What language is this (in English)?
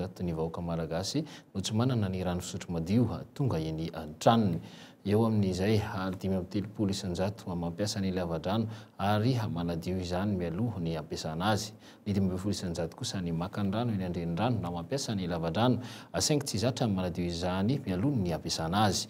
Malagasy